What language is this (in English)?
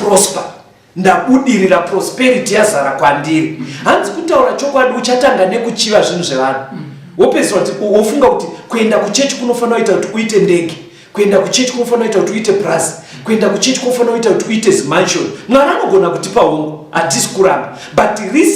Shona